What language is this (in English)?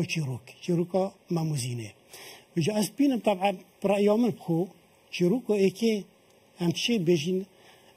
Kurdish